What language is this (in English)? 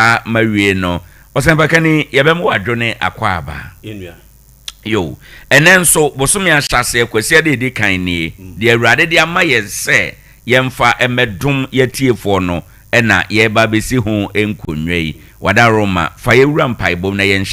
Akan